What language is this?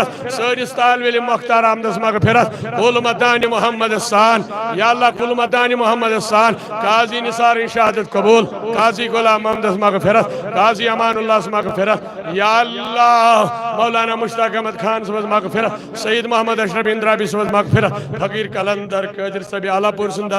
Kashmiri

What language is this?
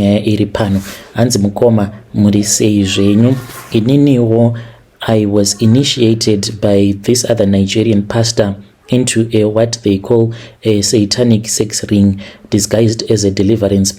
Shona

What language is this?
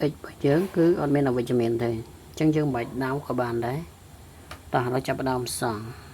Khmer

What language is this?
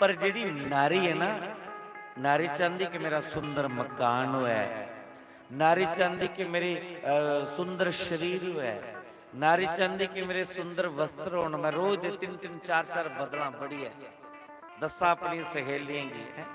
Dogri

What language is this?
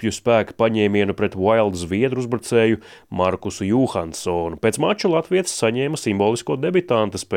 Latvian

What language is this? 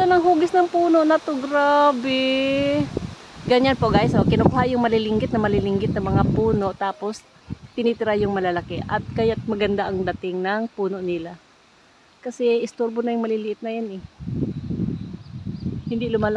Filipino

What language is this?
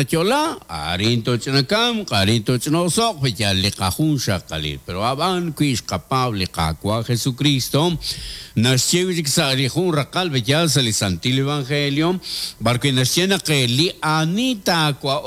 Kekchí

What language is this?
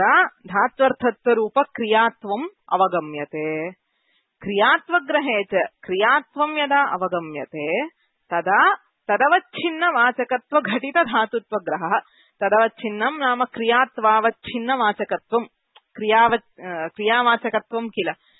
Sanskrit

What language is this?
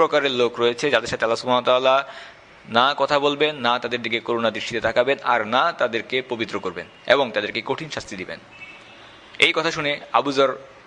Bangla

